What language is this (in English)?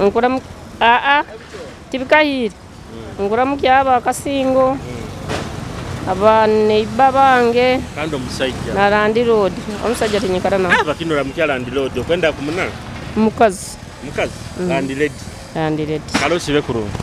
Nyoro